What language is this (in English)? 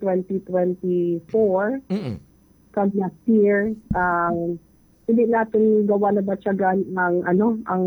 Hiligaynon